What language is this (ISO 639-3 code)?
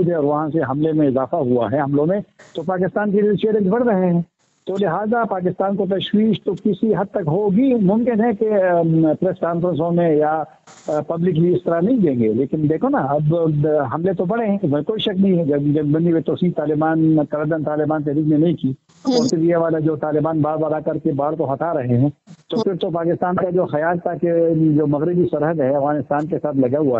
urd